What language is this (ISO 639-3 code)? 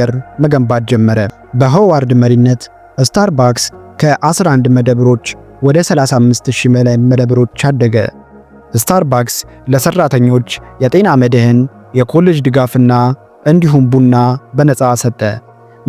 amh